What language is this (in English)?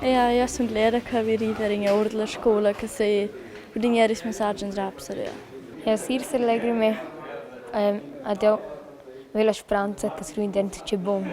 Romansh